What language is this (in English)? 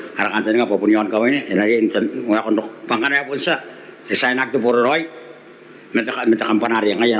Gilbertese